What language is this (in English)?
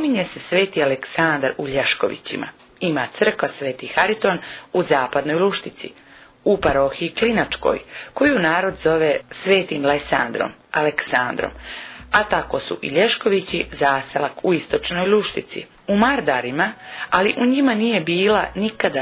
Serbian